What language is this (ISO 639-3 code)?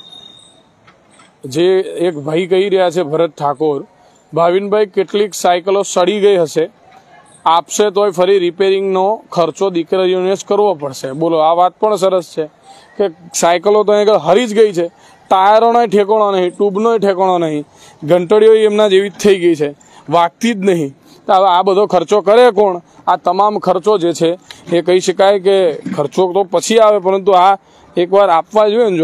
guj